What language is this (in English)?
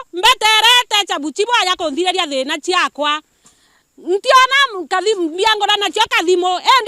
Meru